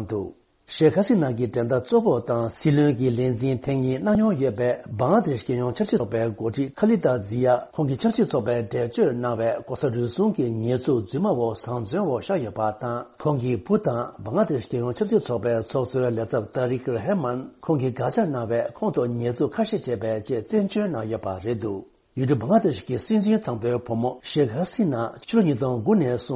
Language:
Tibetan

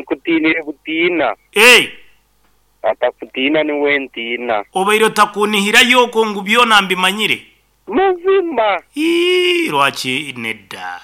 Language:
Nyankole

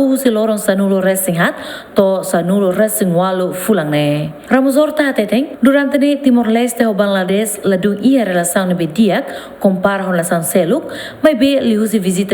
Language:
Tetum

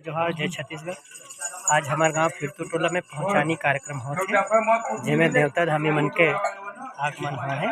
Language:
Chhattisgarhi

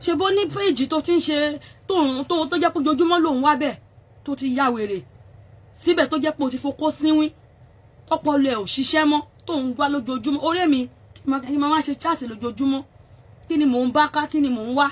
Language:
Yoruba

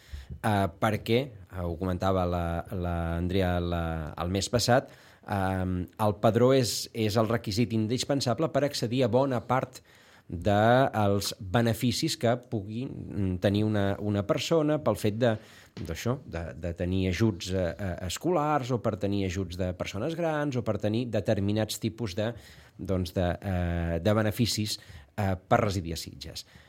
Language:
Catalan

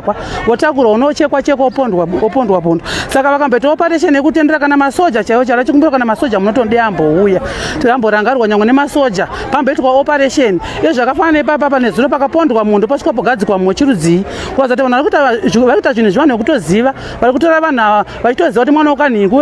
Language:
Shona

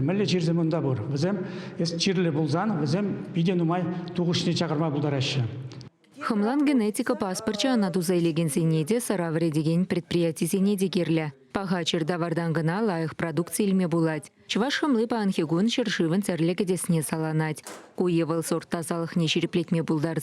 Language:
Chuvash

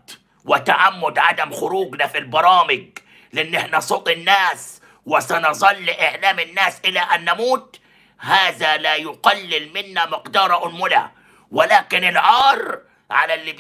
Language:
Egyptian Arabic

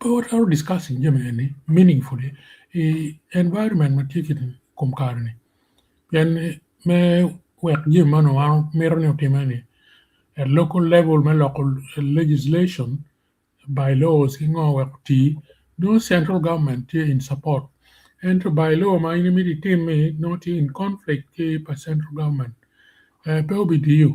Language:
Acoli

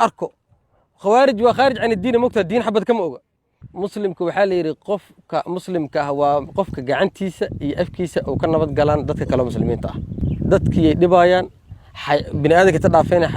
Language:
Somali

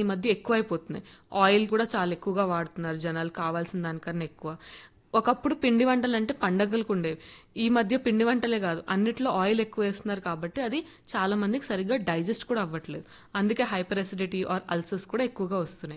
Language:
Telugu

